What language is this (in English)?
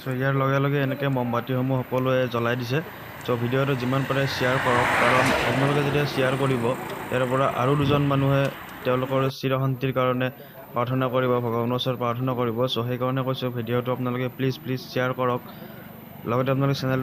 Assamese